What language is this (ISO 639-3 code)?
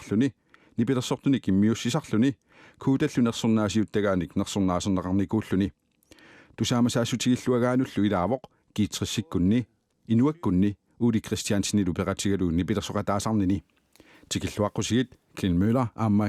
kal